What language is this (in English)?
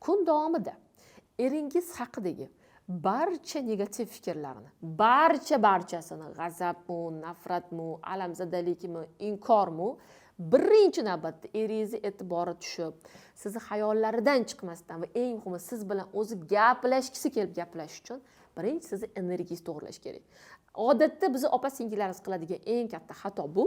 Uzbek